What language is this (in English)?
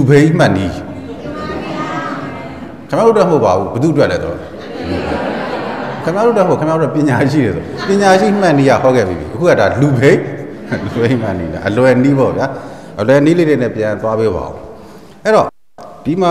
Burmese